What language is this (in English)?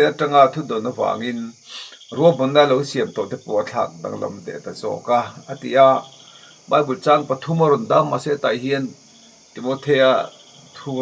Mizo